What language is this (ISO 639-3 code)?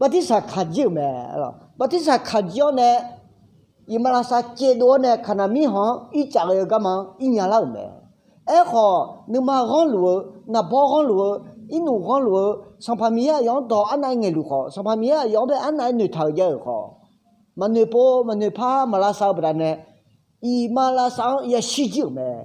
ahk